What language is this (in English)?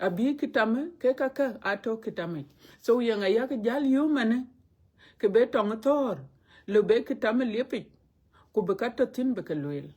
Dinka